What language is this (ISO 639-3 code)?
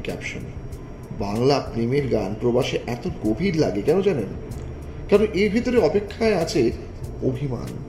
ben